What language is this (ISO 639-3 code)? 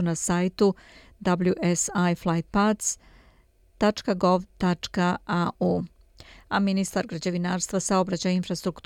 srp